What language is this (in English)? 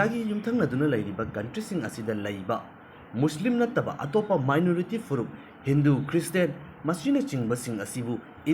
Manipuri